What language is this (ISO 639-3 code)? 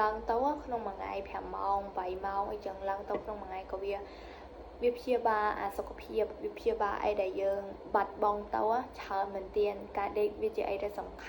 khm